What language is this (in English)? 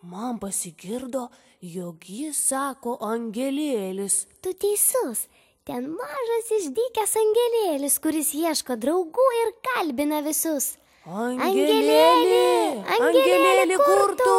Lithuanian